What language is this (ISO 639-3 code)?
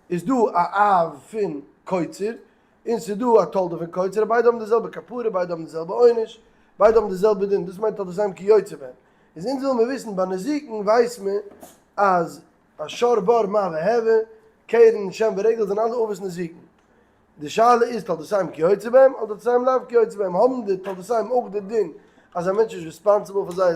yid